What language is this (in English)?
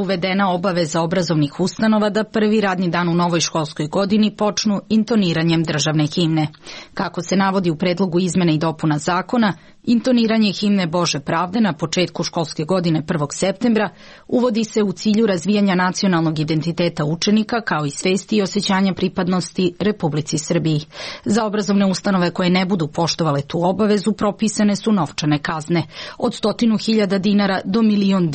Serbian